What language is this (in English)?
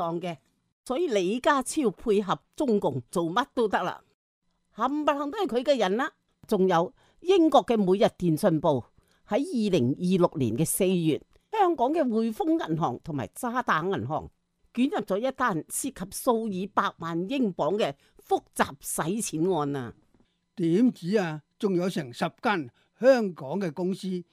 Cantonese